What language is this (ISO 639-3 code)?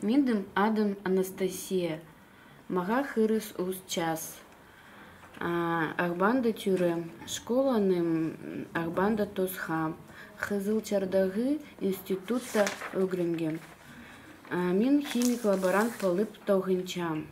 kjh